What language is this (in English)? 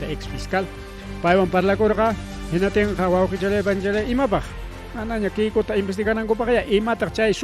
Ayacucho Quechua